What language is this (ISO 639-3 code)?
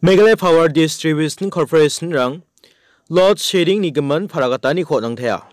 grt